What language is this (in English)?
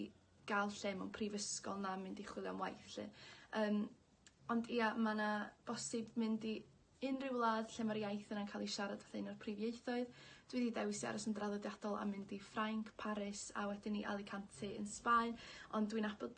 Welsh